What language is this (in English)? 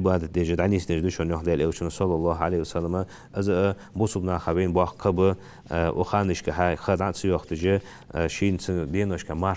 Ingush